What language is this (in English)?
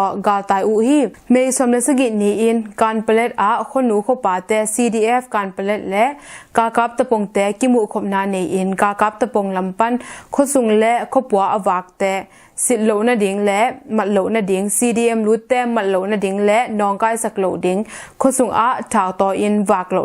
Tedim Chin